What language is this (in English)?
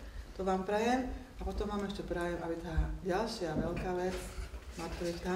Slovak